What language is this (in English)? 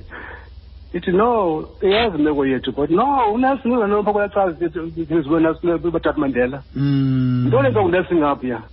Xhosa